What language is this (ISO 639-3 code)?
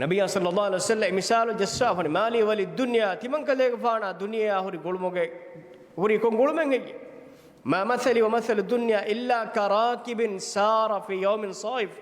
div